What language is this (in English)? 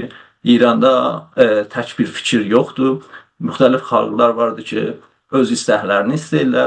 South Azerbaijani